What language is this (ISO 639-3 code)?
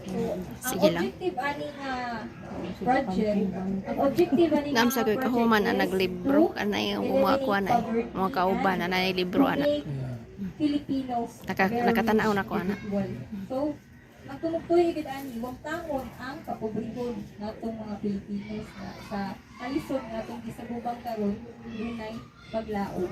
ceb